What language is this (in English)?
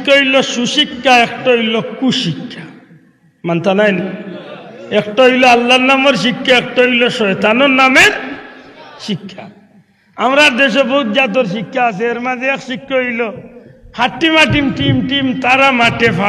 Sylheti